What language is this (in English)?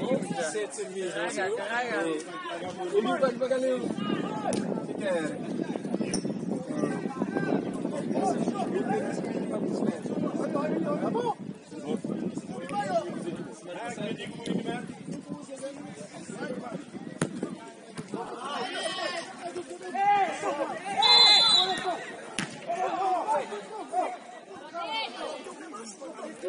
Portuguese